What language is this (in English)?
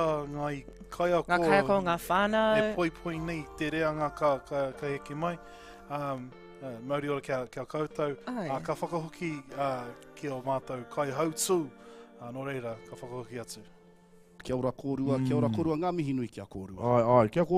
Māori